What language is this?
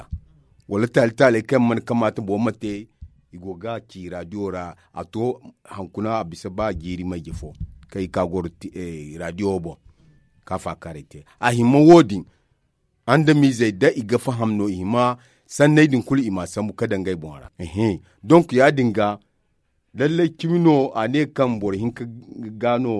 Zarma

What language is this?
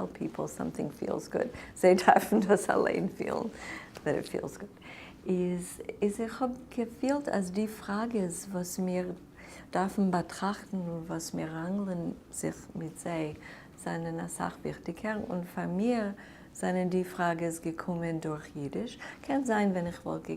Yiddish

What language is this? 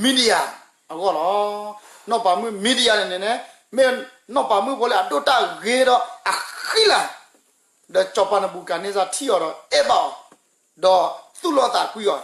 S'gaw Karen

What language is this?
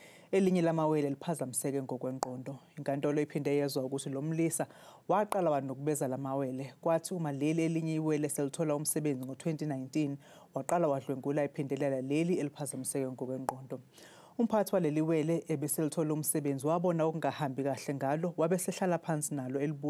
Zulu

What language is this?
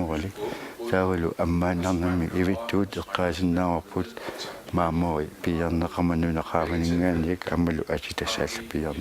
Kalaallisut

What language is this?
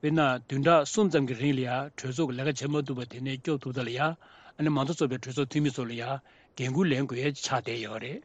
Tibetan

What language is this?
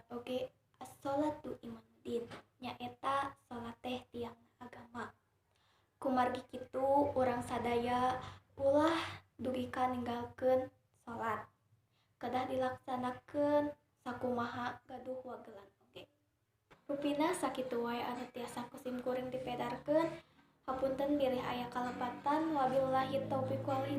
Sundanese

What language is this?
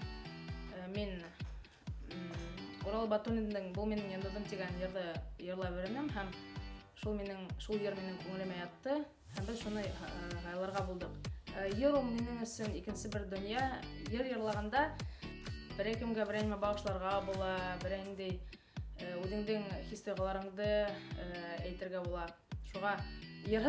Bashkir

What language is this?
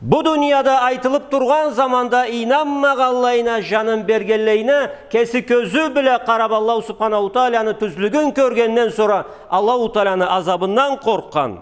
Karachay-Balkar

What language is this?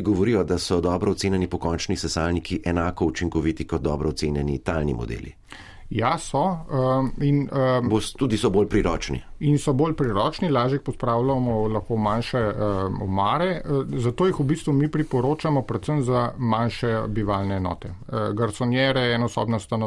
Slovenian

